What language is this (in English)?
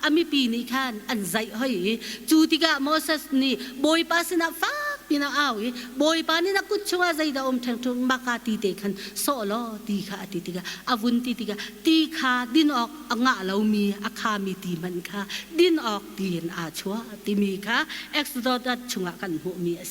Hakha Chin